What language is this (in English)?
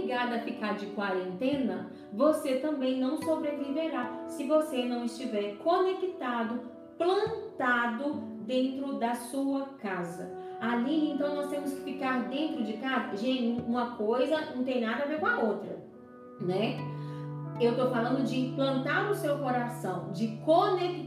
Portuguese